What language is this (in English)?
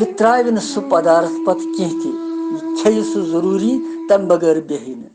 Kashmiri